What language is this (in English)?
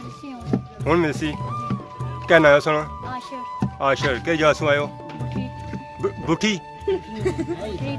Pahari-Potwari